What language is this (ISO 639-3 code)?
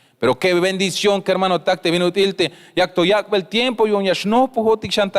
tzh